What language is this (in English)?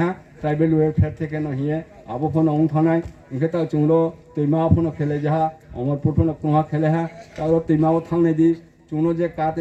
Riang (India)